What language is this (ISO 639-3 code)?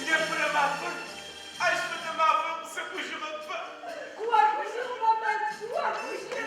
ady